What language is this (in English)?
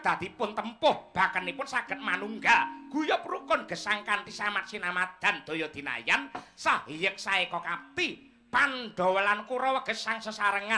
Javanese